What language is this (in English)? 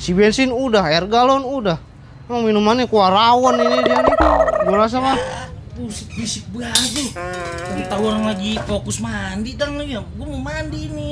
Betawi